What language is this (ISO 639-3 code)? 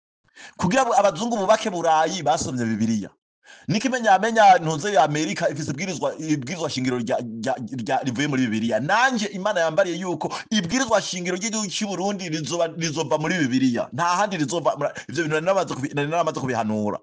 run